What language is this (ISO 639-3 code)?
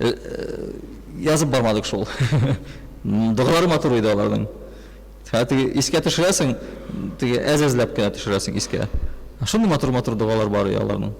tat